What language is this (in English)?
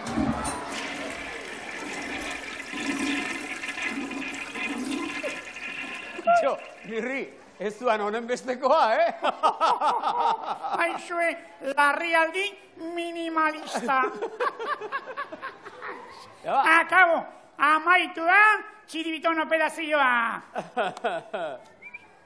Basque